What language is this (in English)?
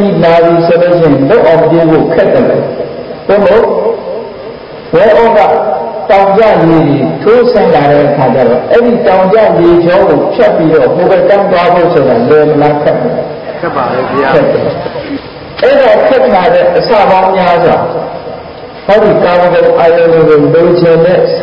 Burmese